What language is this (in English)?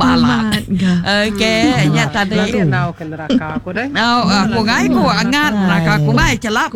Iban